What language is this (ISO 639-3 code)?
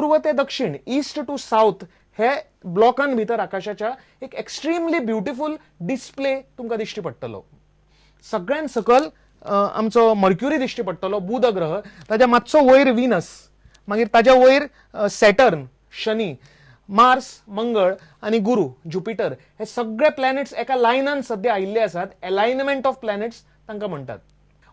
kok